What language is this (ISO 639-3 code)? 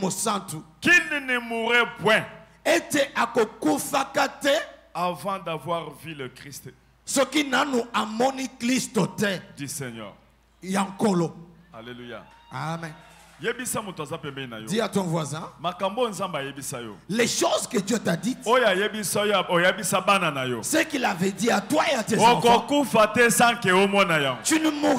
fra